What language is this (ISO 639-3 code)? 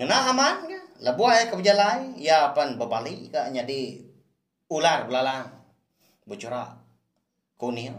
iba